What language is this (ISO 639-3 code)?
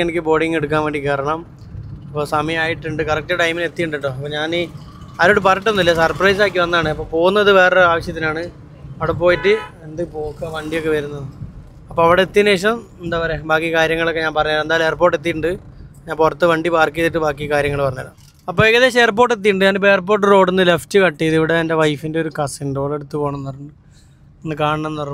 mal